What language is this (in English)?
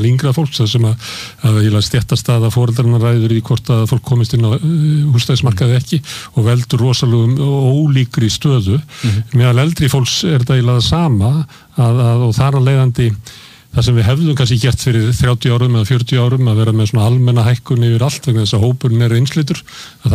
Icelandic